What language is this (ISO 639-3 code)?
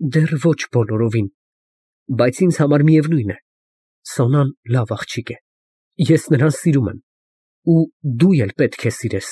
hye